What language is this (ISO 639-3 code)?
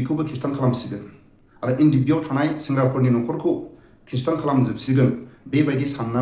brx